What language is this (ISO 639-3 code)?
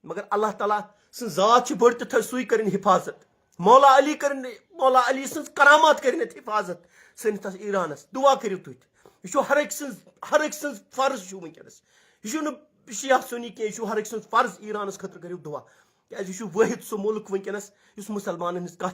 kas